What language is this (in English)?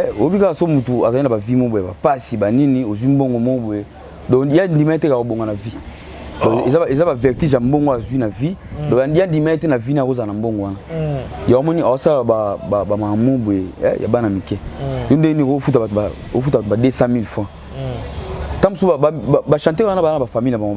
Lingala